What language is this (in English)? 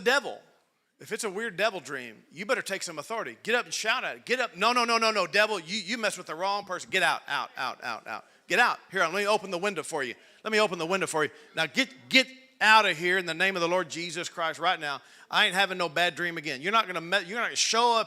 English